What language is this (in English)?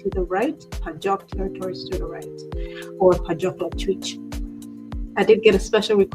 Acoli